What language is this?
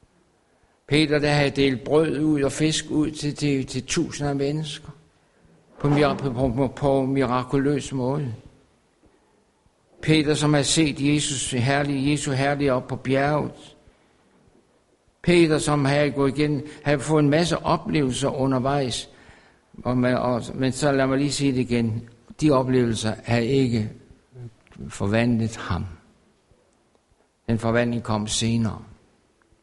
Danish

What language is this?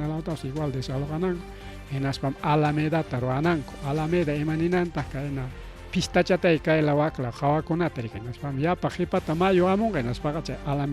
Ayacucho Quechua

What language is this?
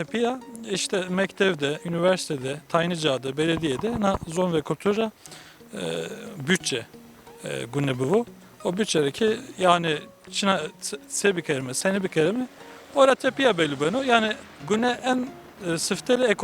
Zaza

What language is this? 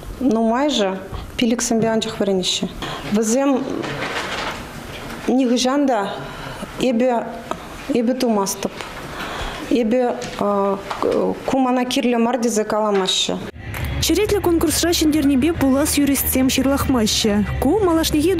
Chuvash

